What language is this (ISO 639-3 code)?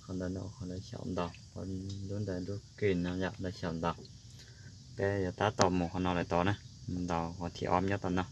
hmn